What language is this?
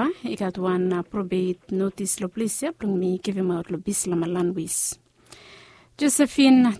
Bislama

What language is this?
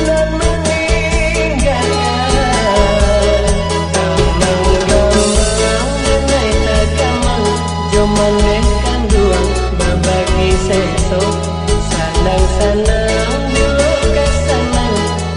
Minangkabau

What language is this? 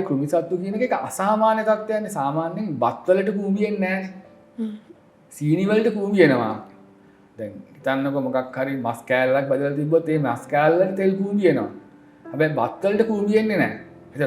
Sinhala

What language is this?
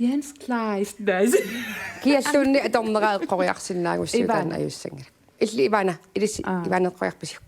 Kalaallisut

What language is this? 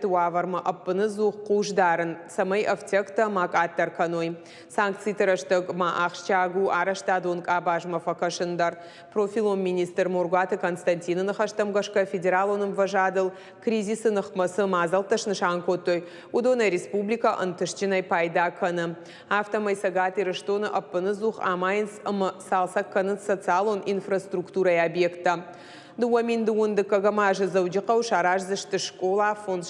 Ossetic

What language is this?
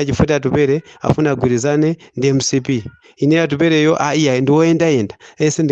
Nyanja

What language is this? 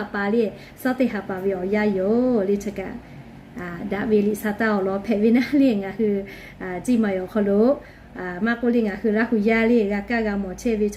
Lahu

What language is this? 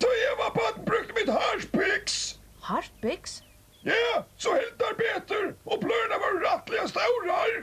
Faroese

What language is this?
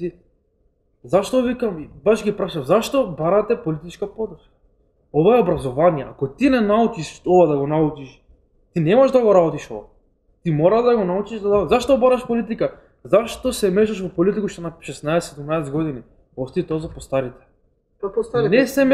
Macedonian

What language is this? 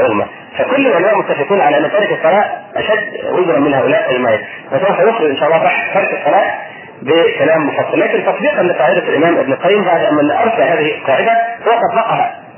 Arabic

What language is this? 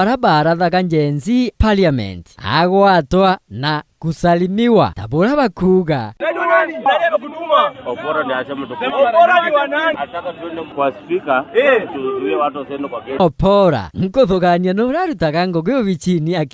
Meru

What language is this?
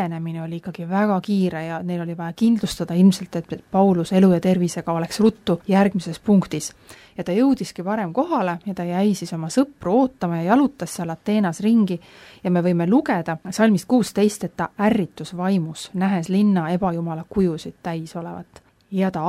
Estonian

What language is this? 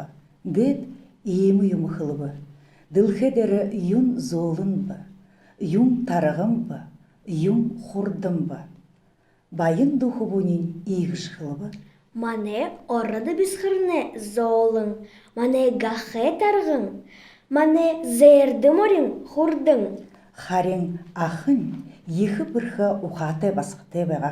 Buriat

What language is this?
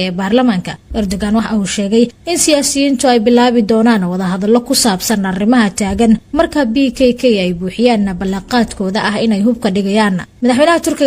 Somali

